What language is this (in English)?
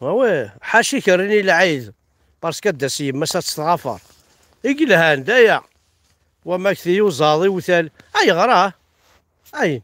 Kabyle